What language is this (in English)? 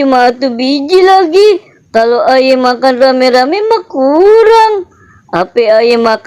Betawi